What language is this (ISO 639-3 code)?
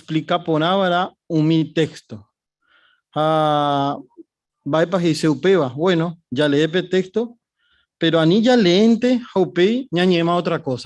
grn